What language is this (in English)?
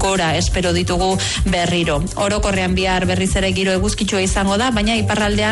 Basque